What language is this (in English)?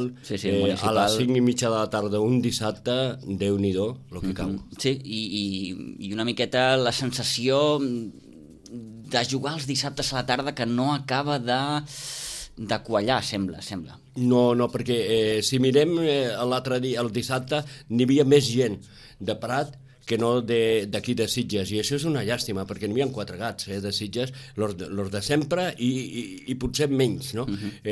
Catalan